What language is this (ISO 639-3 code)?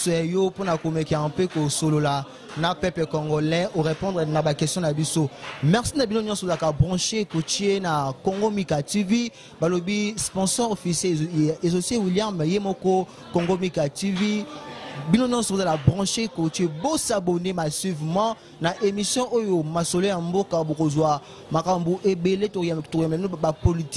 lin